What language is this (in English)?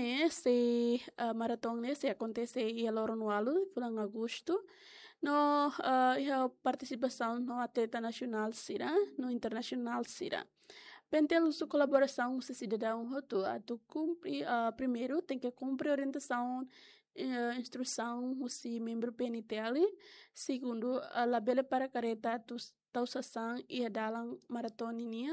Tetum